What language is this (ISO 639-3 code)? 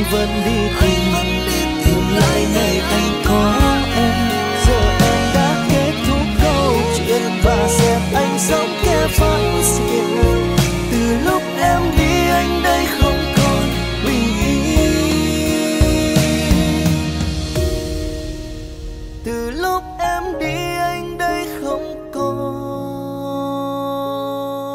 vie